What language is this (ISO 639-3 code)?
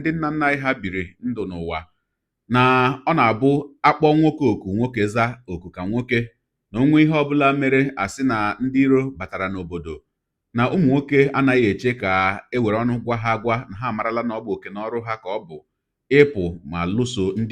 ibo